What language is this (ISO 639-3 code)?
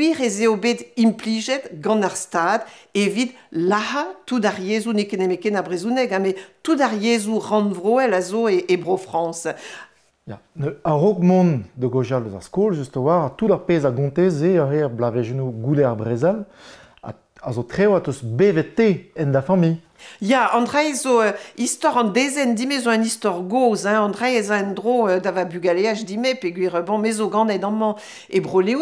bre